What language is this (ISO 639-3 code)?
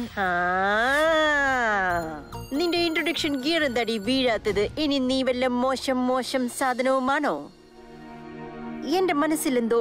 mal